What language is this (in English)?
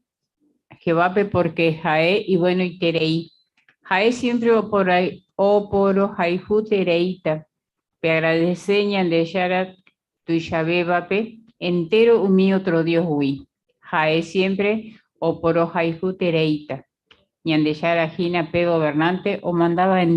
Guarani